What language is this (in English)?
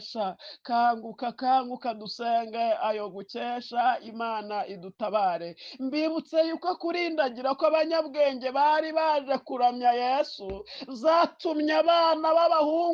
Kinyarwanda